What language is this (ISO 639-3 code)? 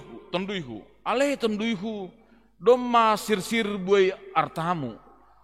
bts